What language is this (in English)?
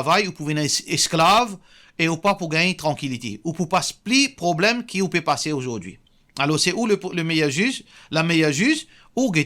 Morisyen